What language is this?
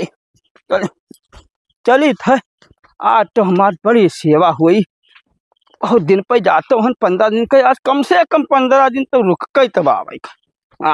Awadhi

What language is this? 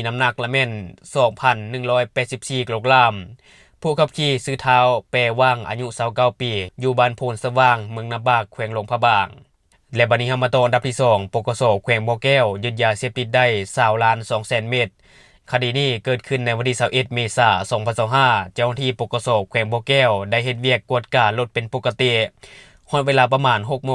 Lao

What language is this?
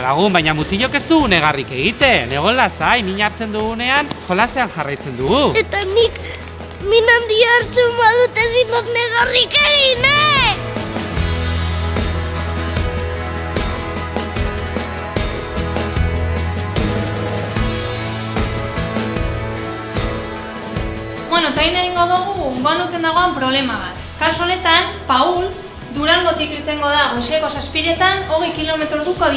Basque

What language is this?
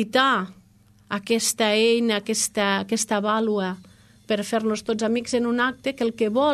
Catalan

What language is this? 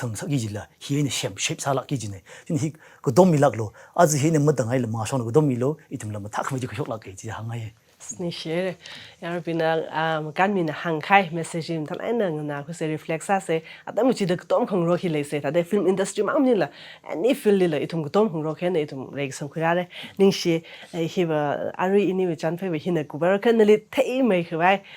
Tangkhul Naga (India)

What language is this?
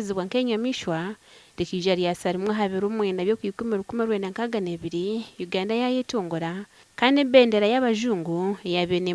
Nyankole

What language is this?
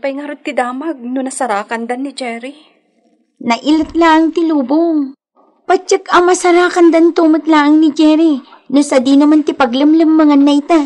Iloko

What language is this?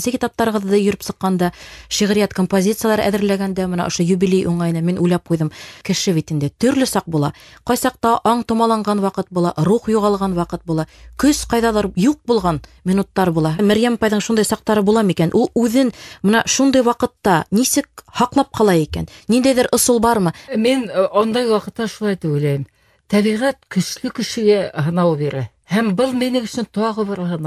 Bashkir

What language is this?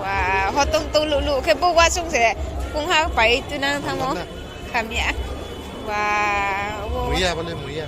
Riang (India)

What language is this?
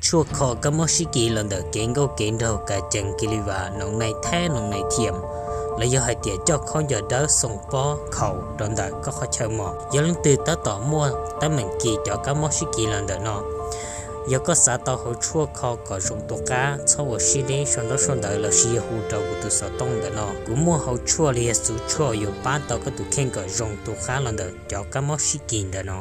Hmong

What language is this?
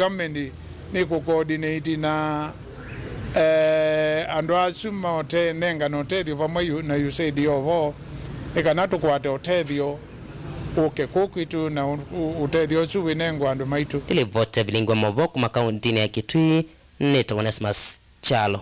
Kamba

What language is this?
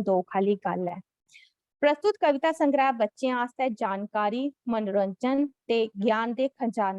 Dogri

